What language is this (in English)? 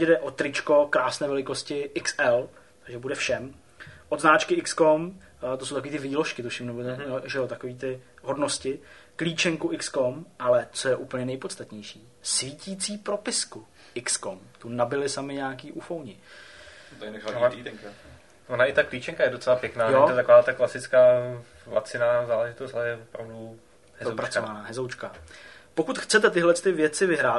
Czech